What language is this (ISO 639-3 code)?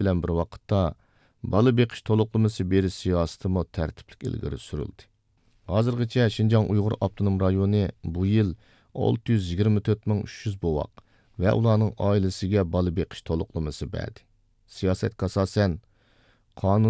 uig